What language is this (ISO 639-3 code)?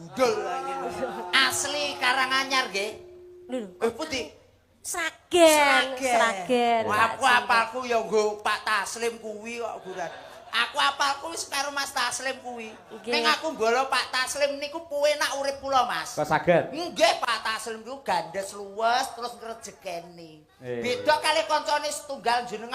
jav